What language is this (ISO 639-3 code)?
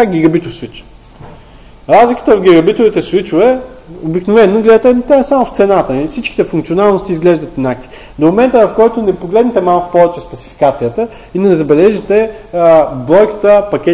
bul